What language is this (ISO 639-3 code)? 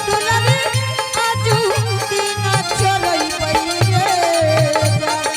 anp